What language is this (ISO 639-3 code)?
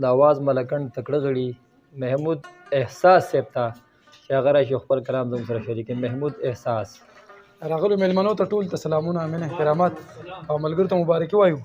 pus